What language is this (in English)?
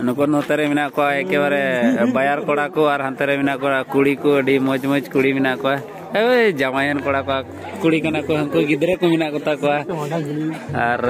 Santali